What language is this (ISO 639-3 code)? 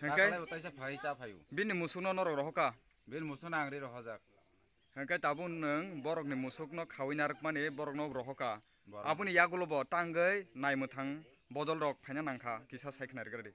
trp